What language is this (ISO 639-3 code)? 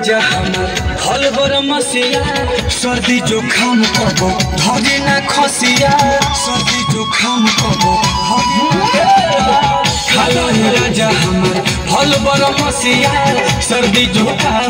bho